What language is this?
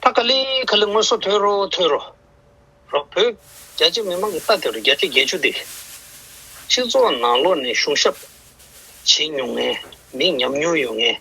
Tibetan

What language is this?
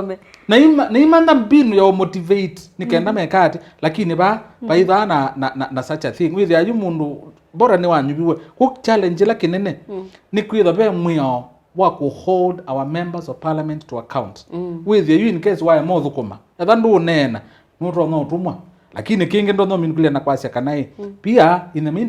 Kamba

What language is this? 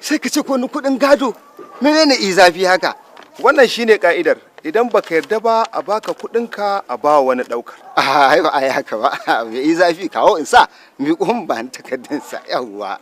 Hausa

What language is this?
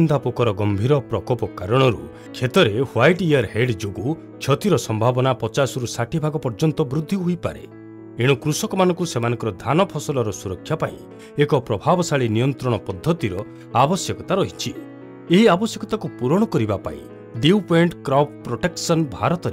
Odia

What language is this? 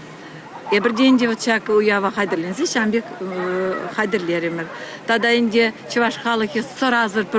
Chuvash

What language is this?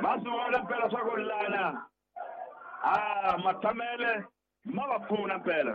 Tsonga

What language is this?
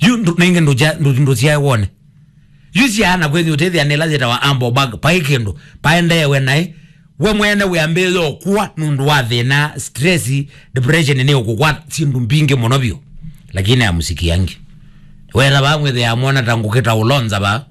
Kamba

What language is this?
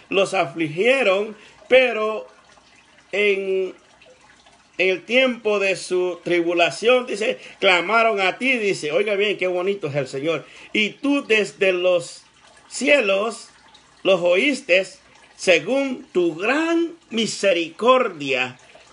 Spanish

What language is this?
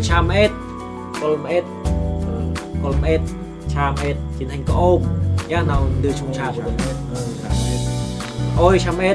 Central Mnong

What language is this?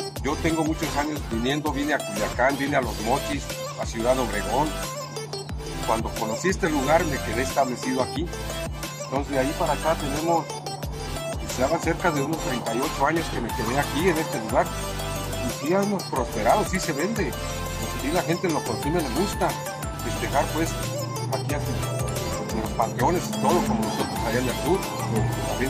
Spanish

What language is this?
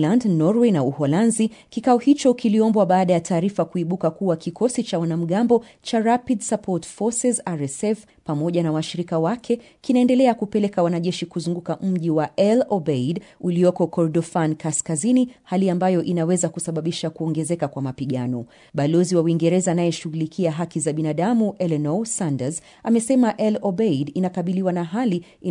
Swahili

